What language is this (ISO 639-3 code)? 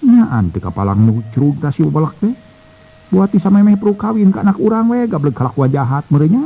sun